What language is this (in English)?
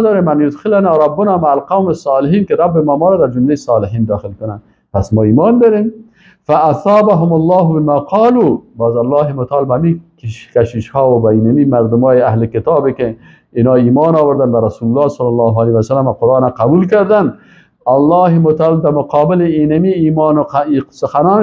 Persian